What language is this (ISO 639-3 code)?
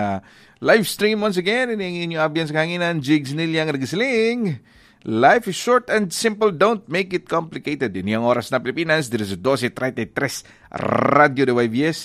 hil